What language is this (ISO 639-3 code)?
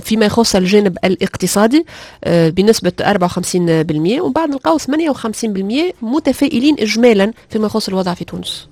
aeb